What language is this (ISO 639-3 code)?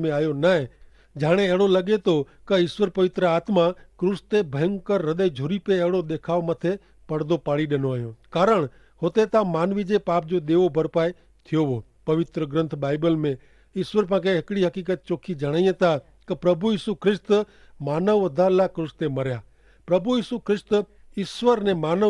kfr